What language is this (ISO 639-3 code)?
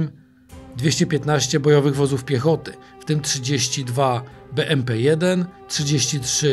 pol